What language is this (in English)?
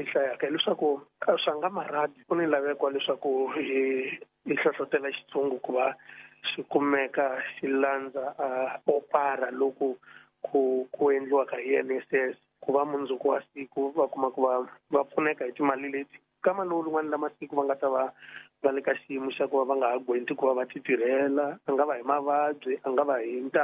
Tsonga